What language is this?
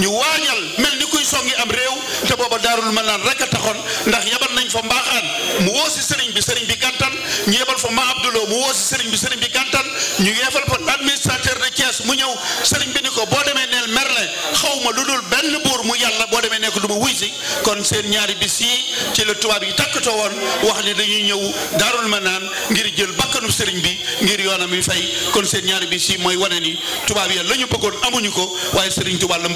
Wolof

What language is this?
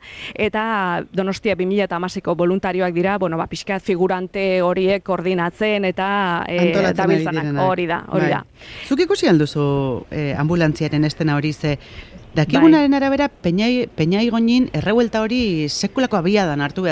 Basque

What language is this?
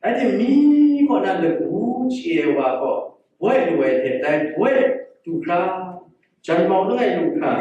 Kachin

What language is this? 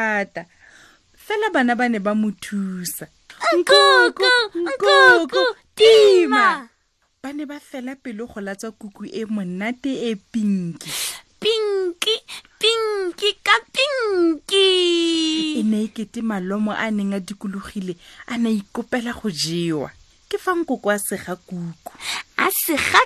Tswana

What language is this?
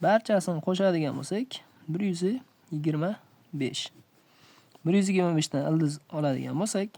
Uzbek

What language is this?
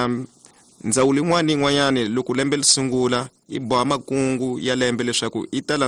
Tsonga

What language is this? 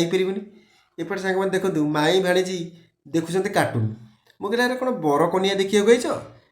Odia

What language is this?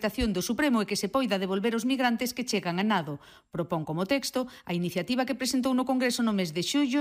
Galician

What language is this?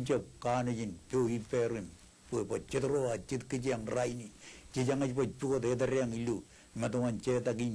Marshallese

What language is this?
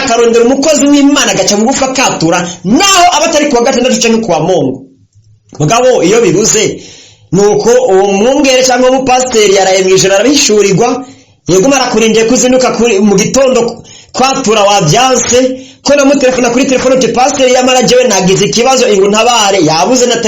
Rundi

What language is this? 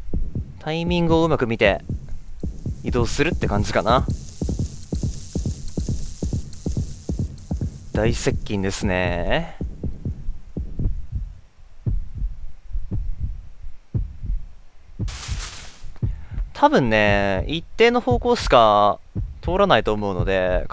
Japanese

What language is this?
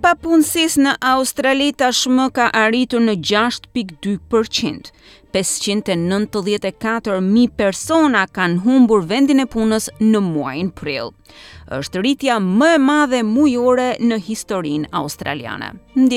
Albanian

